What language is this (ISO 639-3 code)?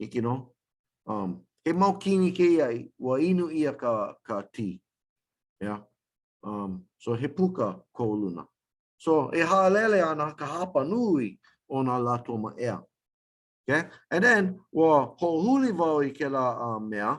haw